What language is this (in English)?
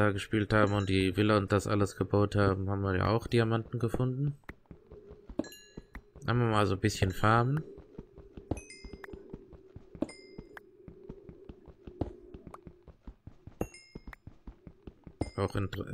German